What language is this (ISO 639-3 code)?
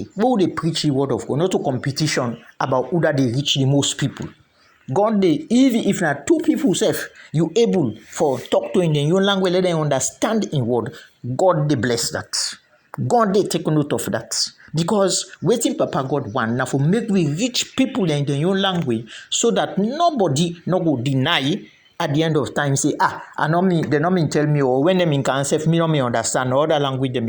kri